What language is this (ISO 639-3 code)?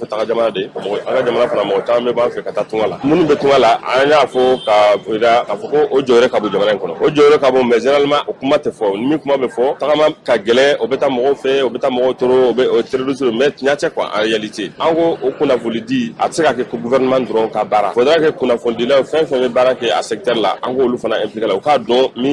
bam